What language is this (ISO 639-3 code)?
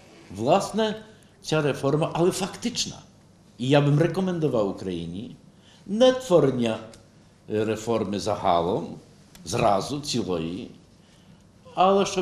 ukr